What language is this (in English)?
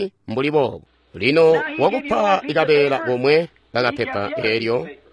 Tonga (Zambia)